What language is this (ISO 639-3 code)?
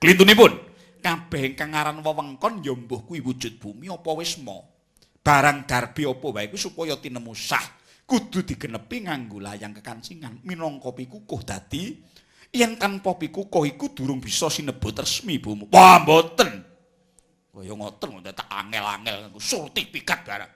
jav